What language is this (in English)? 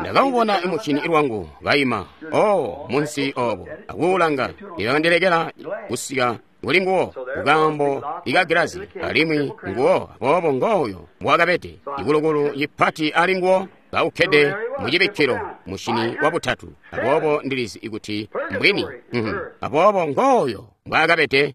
Tonga (Zambia)